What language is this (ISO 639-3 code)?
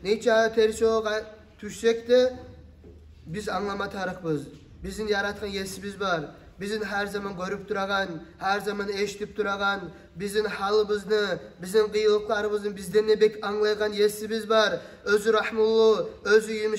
kum